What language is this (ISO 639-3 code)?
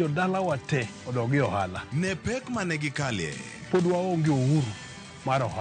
luo